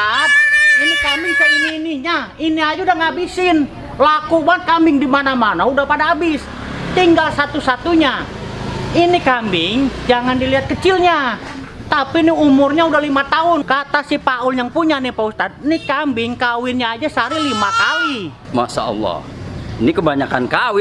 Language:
Betawi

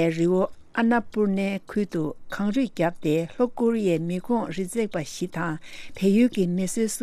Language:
Tibetan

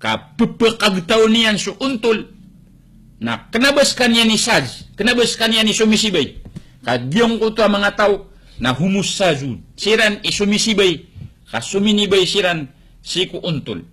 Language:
Maranao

